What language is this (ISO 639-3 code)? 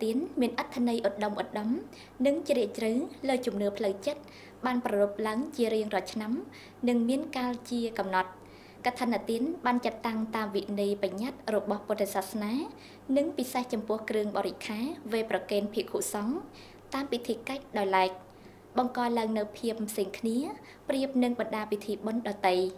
khm